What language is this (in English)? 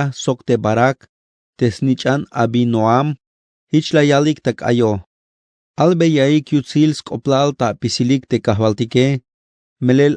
Tzeltal